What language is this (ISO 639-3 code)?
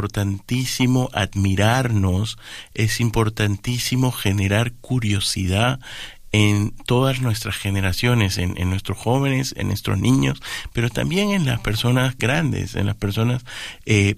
spa